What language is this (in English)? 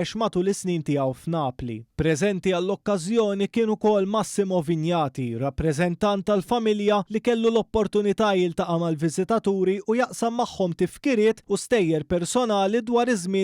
Maltese